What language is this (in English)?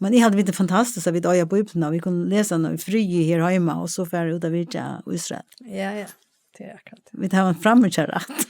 Faroese